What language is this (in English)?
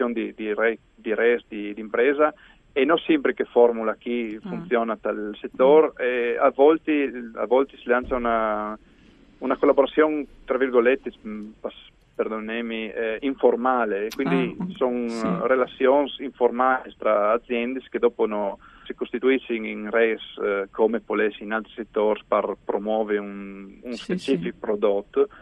Friulian